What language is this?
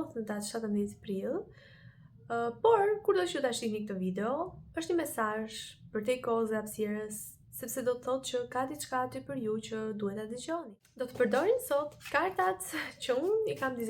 Albanian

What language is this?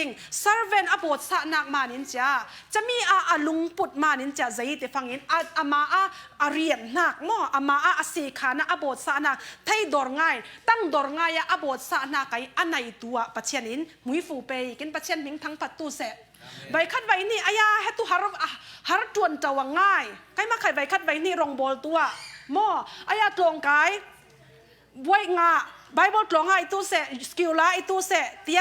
Falam Chin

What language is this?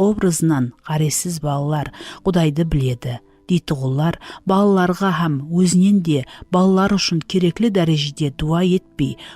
Kara-Kalpak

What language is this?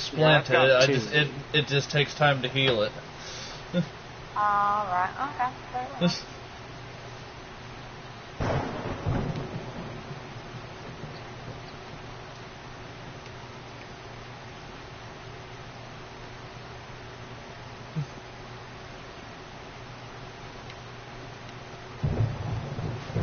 English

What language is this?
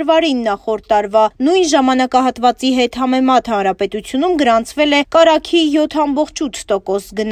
Armenian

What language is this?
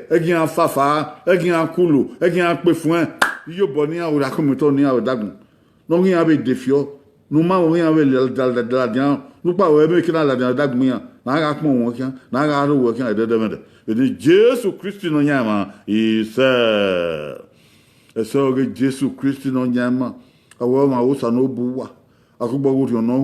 Bini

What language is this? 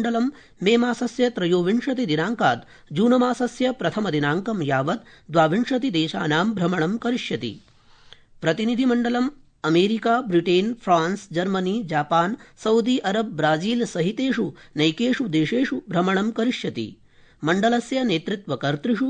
Sanskrit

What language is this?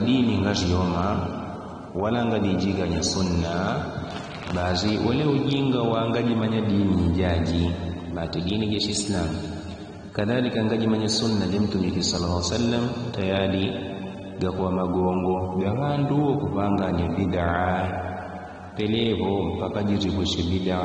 Yao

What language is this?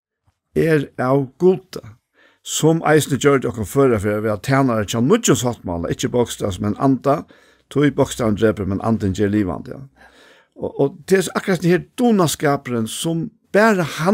Faroese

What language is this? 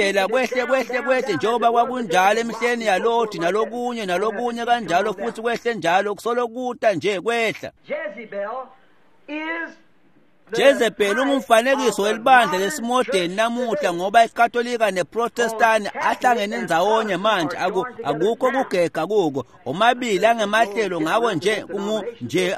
Swati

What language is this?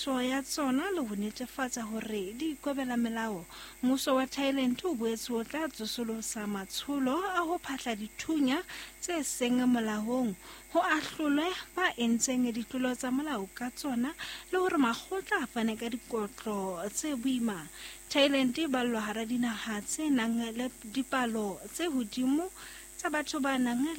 Southern Sotho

